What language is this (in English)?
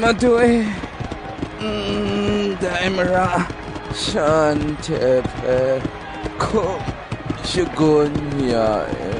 Kachin